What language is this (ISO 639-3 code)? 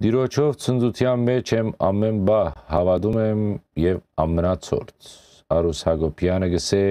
hyw